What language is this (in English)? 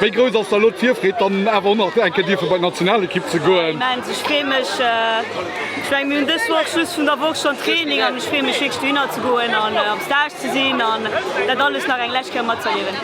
Luxembourgish